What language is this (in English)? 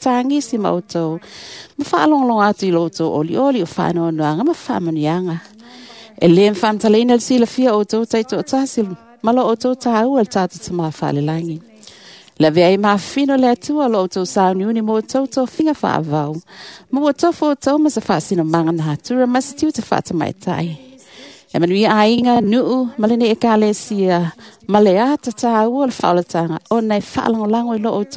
Samoan